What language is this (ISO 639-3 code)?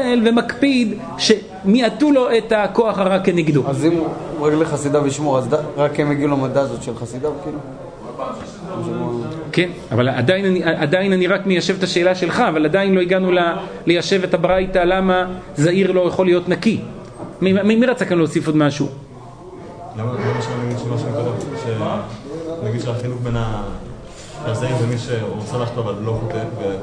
heb